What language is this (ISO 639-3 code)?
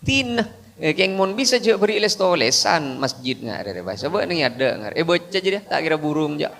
mad